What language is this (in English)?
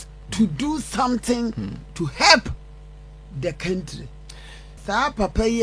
Akan